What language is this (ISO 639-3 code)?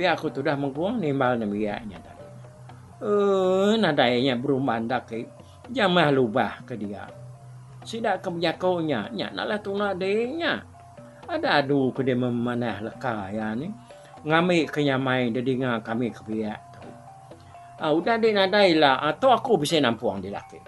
iba